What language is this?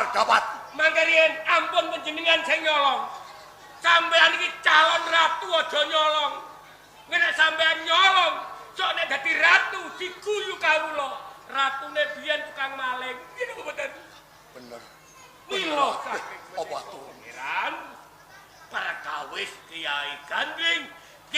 Javanese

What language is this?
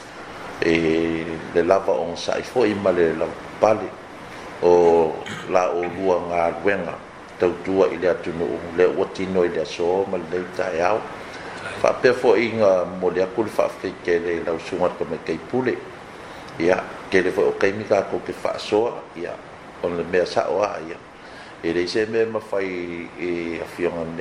Samoan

